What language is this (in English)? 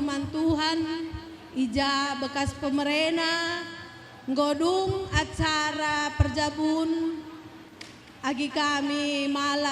Batak Karo